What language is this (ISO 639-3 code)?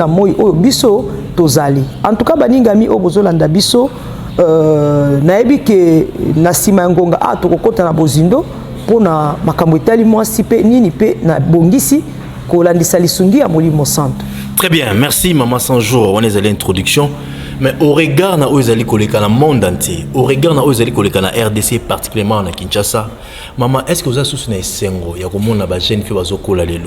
lin